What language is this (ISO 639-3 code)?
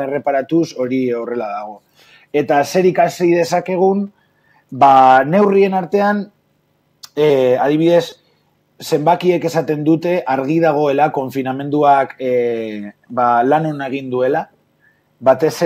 eus